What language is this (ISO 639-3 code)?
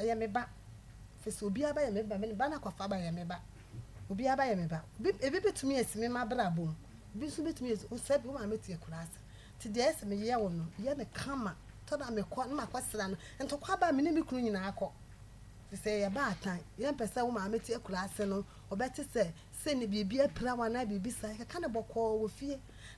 aka